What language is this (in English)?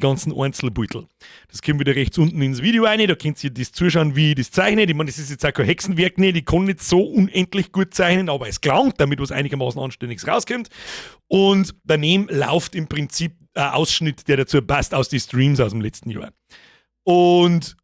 Bavarian